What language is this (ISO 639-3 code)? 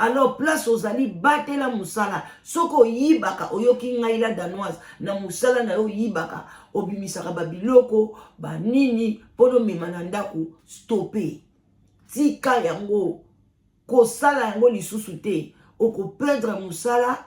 lin